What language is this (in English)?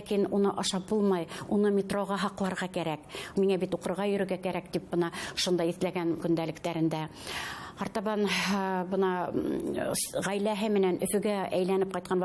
Bashkir